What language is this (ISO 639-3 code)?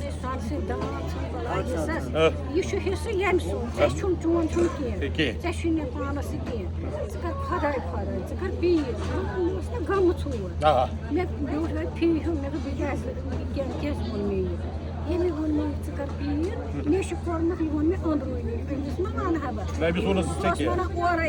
kas